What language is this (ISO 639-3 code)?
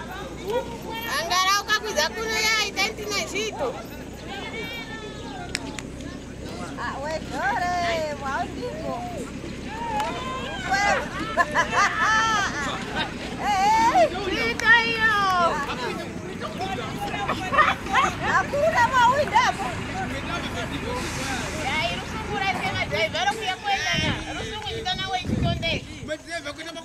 swa